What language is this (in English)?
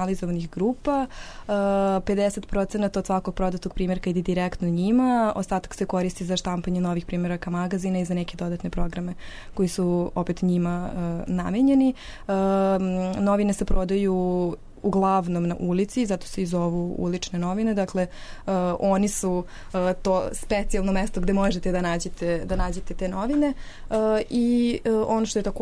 Serbian